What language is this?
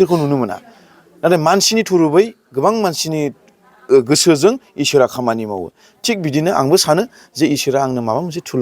Bodo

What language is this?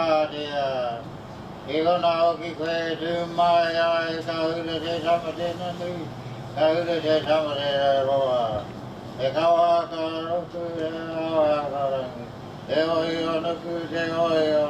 Māori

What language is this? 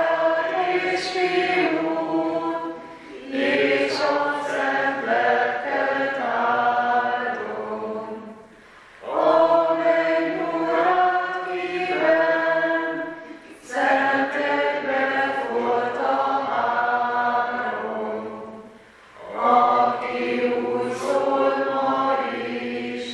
Hungarian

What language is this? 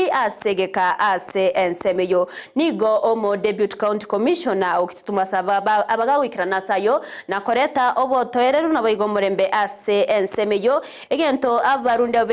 Gusii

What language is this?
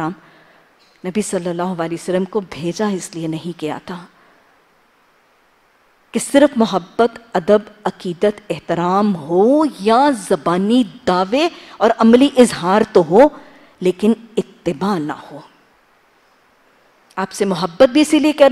Urdu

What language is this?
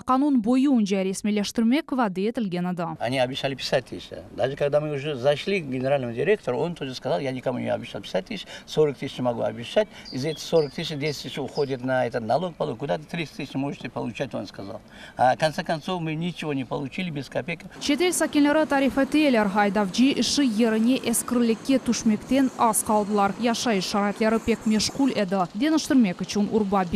Crimean Tatar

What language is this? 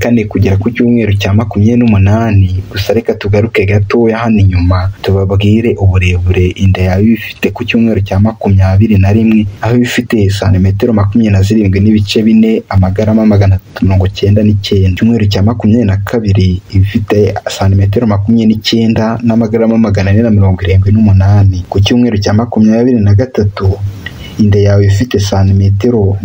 Kinyarwanda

